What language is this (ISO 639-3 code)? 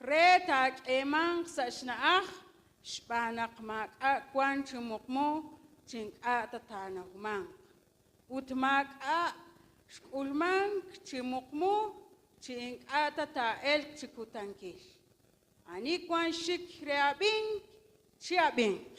kek